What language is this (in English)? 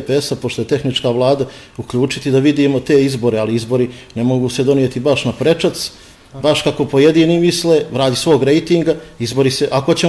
Bosnian